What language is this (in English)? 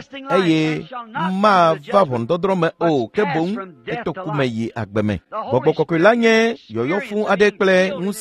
Ewe